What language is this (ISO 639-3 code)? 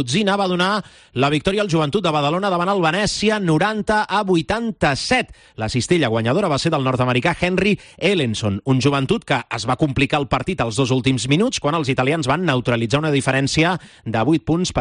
cat